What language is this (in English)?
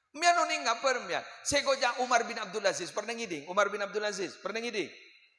Madurese